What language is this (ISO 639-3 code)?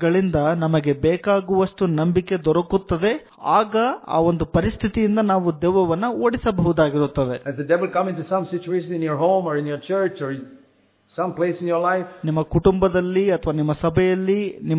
kan